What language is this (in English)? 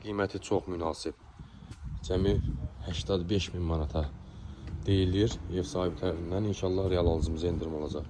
Azerbaijani